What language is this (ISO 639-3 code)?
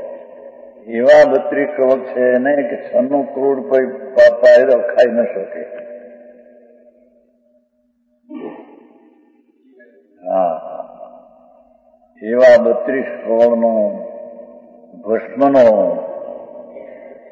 guj